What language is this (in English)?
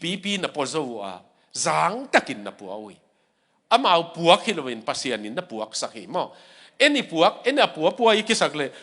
Tedim Chin